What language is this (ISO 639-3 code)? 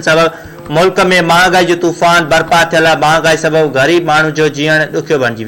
snd